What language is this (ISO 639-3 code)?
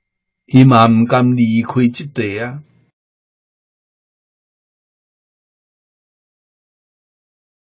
nan